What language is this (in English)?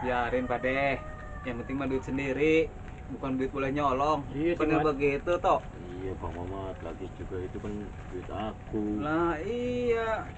Betawi